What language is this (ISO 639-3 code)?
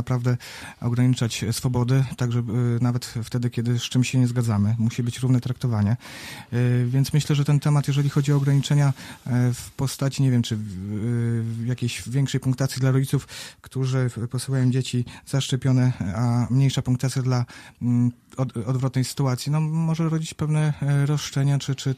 pol